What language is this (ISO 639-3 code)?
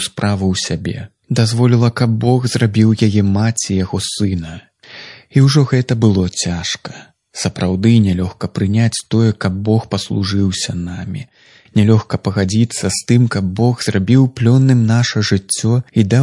bel